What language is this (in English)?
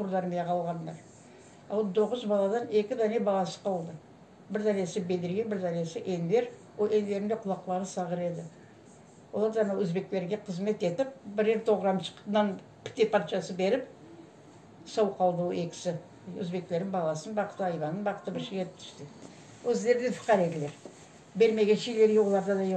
Crimean Tatar